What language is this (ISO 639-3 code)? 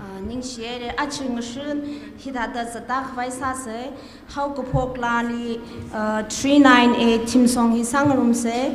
nmf